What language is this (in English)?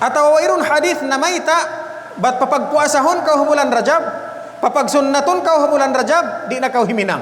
Tausug